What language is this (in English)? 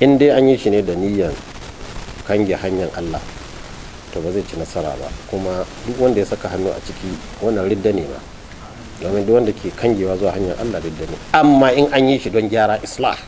Hausa